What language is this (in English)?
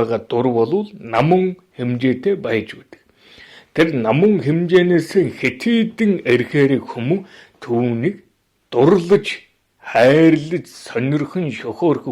Mongolian